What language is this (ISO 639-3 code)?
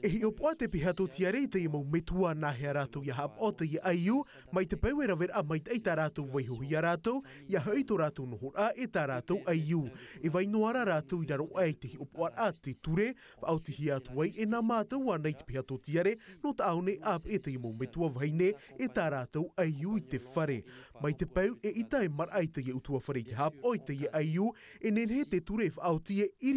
tah